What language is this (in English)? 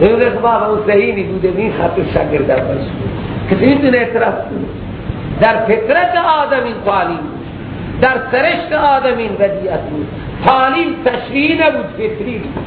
Persian